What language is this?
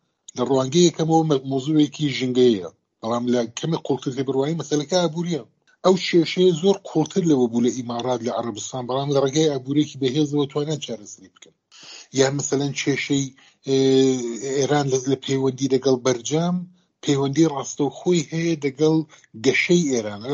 Central Kurdish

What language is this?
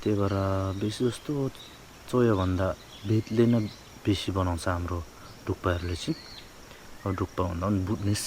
Nepali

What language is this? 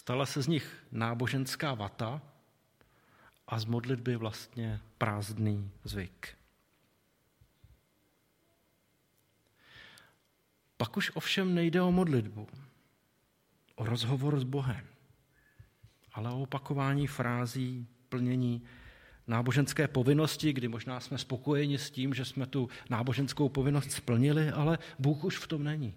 Czech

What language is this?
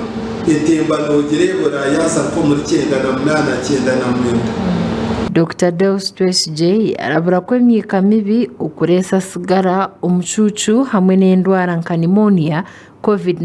Nyankole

